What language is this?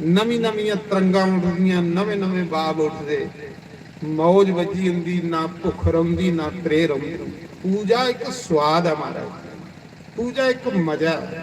Dogri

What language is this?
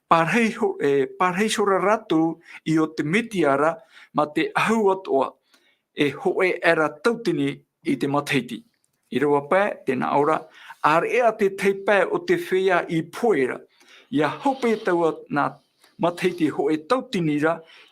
Tahitian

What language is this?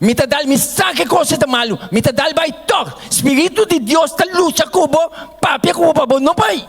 Papiamento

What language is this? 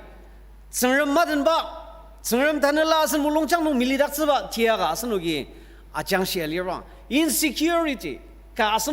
Ao Naga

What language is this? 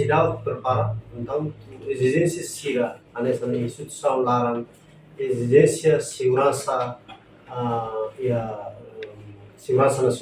Tetum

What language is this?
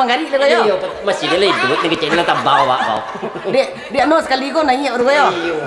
Minangkabau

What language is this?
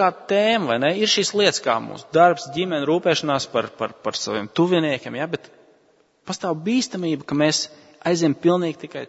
Latvian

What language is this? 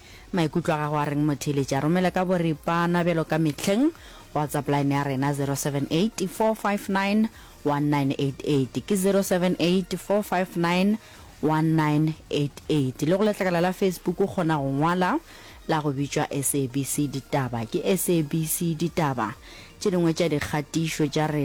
Northern Sotho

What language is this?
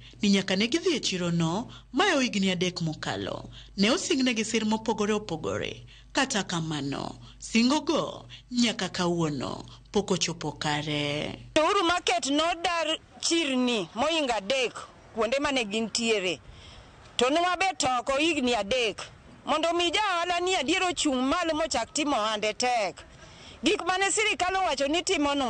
Luo (Kenya and Tanzania)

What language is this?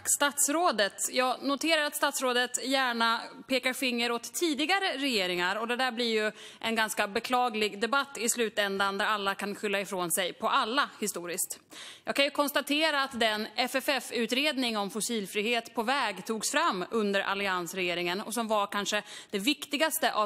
Swedish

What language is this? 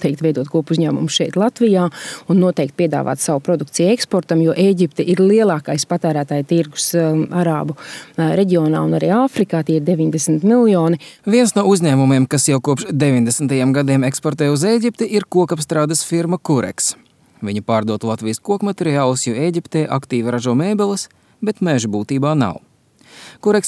Latvian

